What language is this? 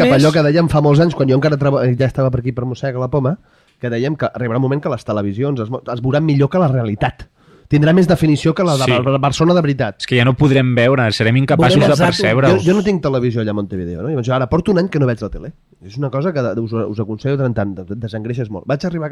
Catalan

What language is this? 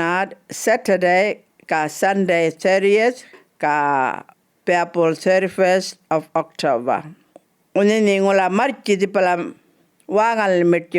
Djambarrpuyngu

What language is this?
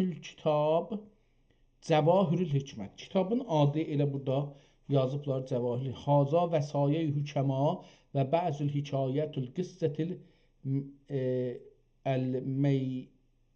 South Azerbaijani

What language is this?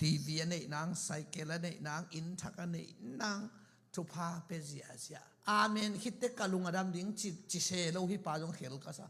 Tedim Chin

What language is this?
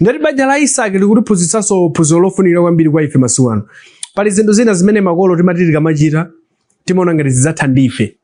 Nyanja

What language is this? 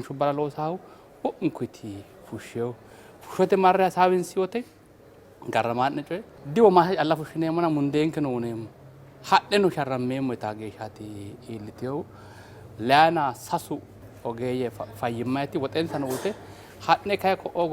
Sidamo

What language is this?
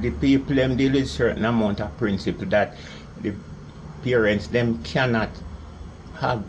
Jamaican Creole English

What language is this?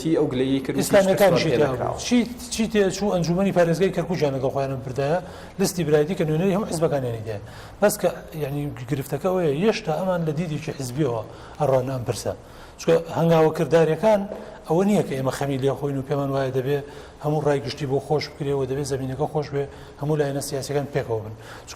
Central Kurdish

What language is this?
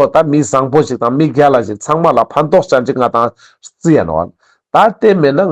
Ladakhi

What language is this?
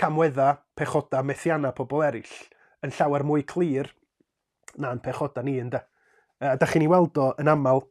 Welsh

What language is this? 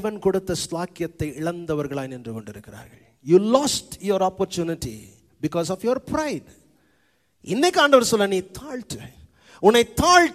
Tamil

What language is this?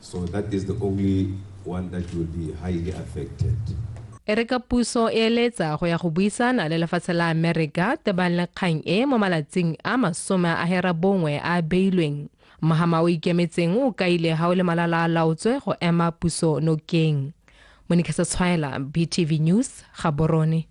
Tswana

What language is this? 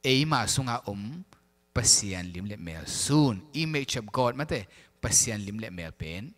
Tedim Chin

